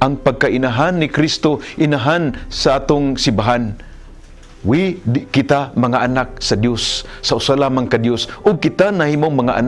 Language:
Cebuano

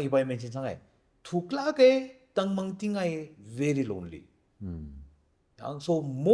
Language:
Tangkhul Naga (India)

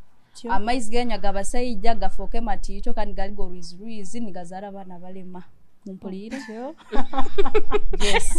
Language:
Nyoro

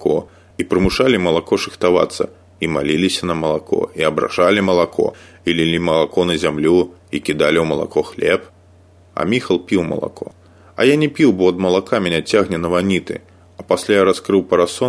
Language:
Belarusian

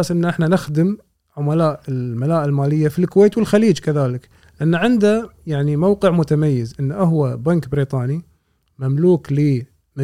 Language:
Gulf Arabic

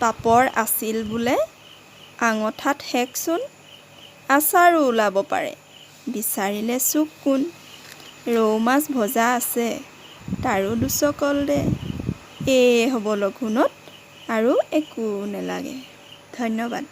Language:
Assamese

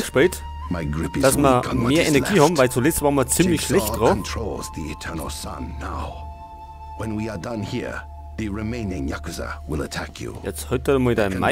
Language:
Bavarian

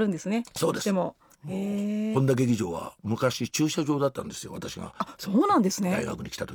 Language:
Japanese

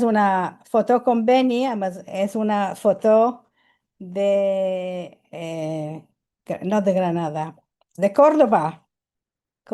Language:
Ladino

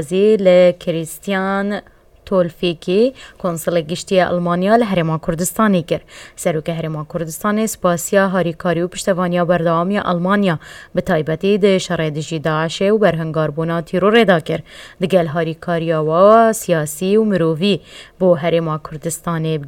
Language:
Kurdish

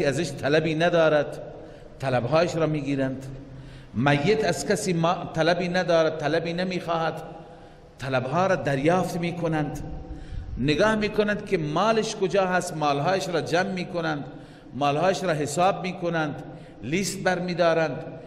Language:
Persian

